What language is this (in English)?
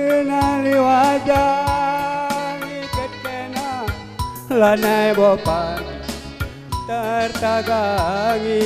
Batak Karo